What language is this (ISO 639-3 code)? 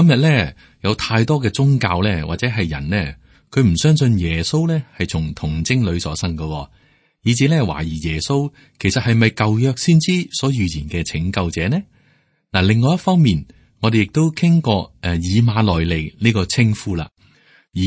yue